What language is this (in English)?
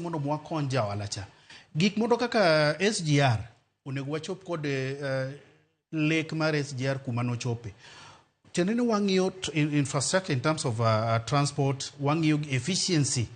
Luo (Kenya and Tanzania)